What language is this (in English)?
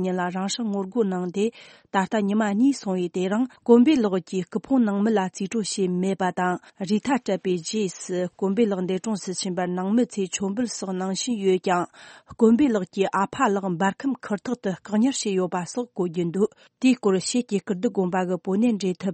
Tibetan